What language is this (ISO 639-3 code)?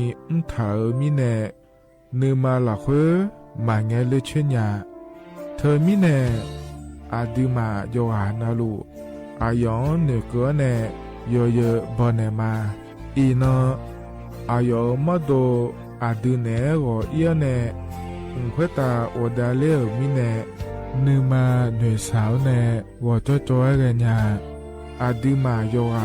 ahk